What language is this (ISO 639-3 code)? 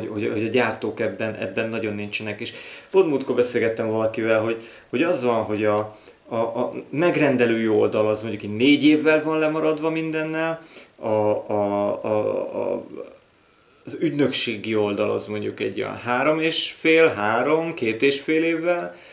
hun